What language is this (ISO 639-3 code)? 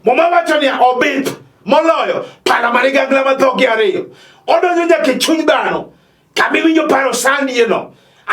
luo